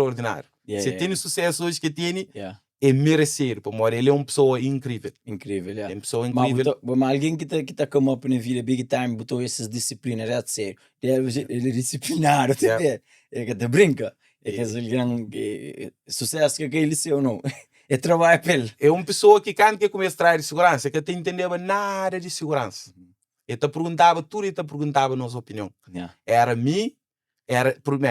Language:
Kabuverdianu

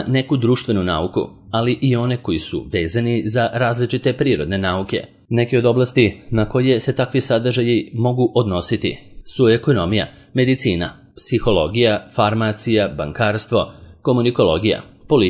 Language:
Serbian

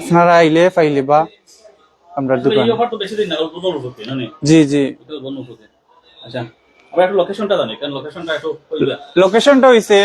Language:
Sylheti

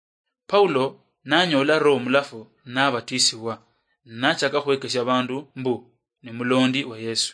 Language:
Luyia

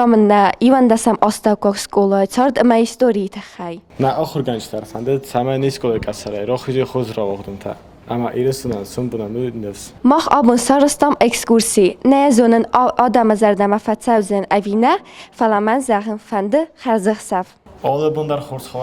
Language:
Ossetic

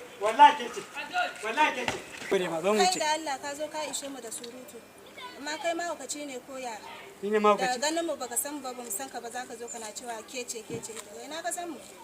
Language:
Hausa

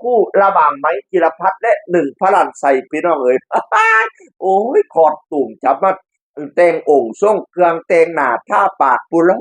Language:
Northeastern Thai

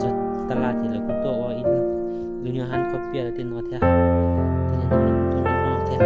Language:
Hmong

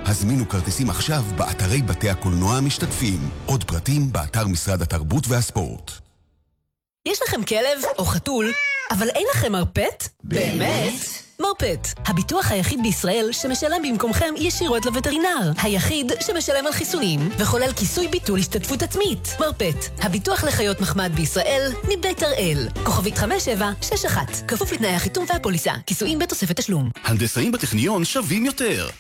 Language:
Hebrew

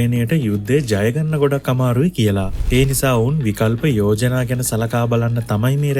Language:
Sinhala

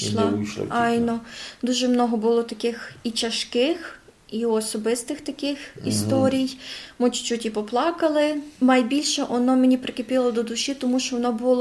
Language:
Rusyn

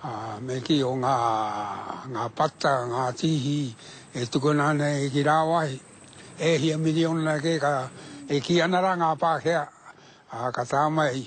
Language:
Māori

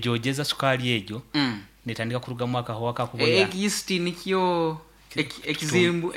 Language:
Nyoro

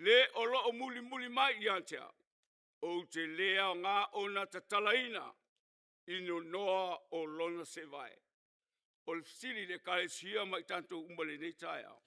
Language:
Samoan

